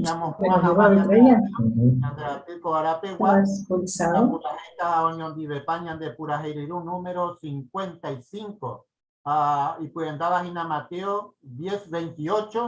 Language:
Guarani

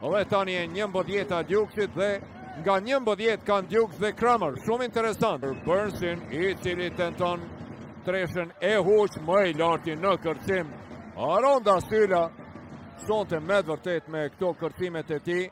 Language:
Albanian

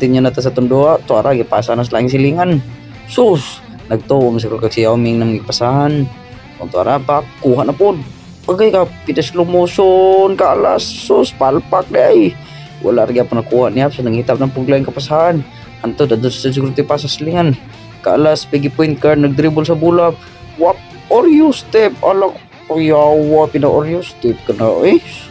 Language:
Cebuano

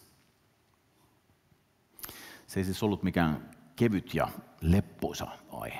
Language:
Finnish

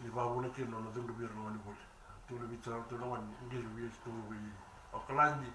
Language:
Fijian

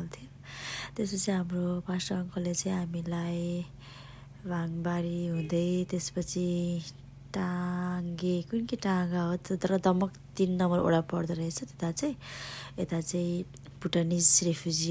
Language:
Nepali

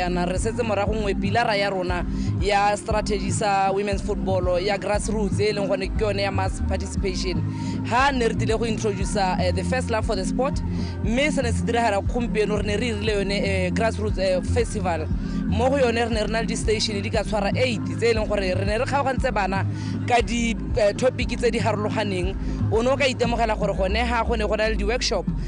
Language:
Tswana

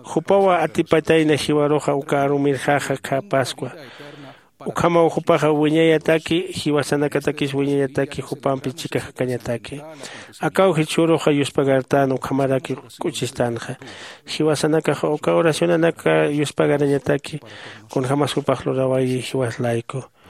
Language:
Aymara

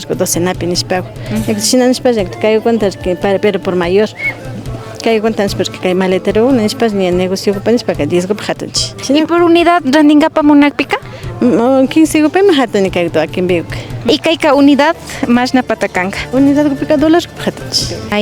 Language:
Imbabura Highland Quichua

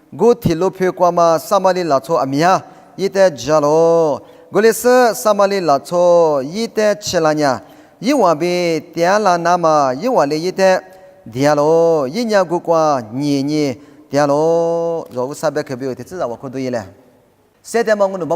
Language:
Lisu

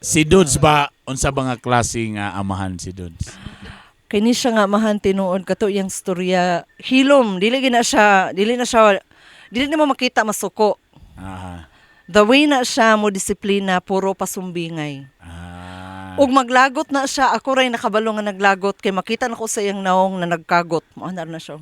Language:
Cebuano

